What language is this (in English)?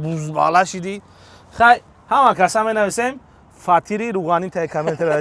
Tajik